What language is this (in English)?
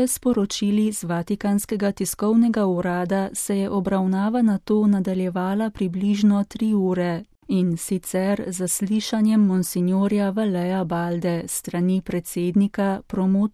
Slovenian